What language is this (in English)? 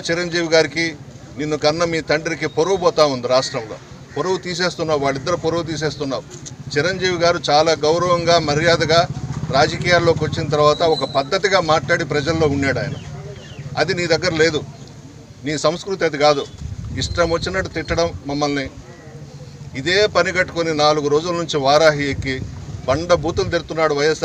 Telugu